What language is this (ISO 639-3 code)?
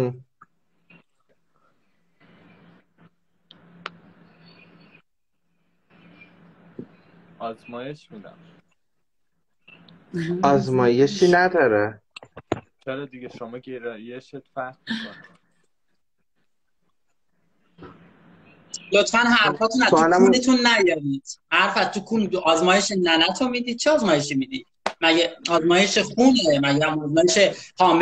fas